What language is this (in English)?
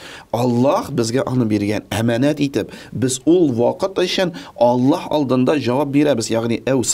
Tatar